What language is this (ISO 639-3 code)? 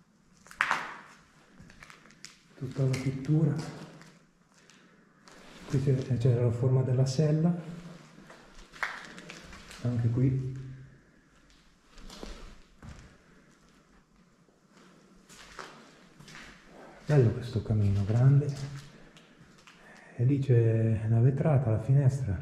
ita